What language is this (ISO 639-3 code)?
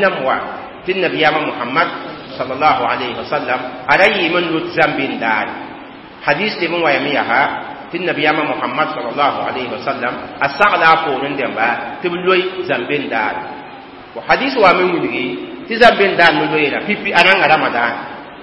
mos